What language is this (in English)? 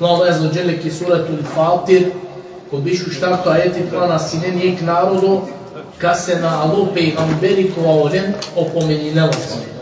Balkan Romani